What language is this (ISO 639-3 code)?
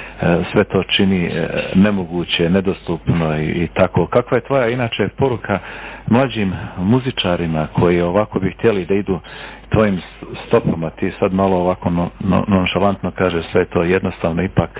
bos